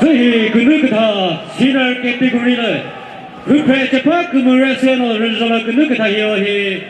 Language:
Chokri Naga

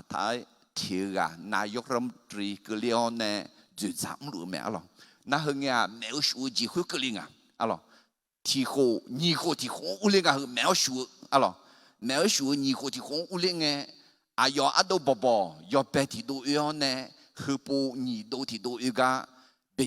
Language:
Akha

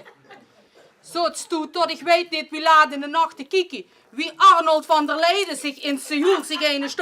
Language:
Limburgish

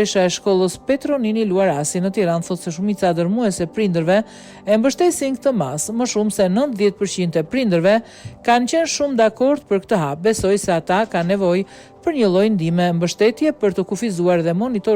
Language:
Albanian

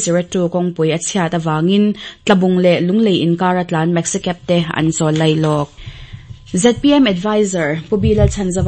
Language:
Mizo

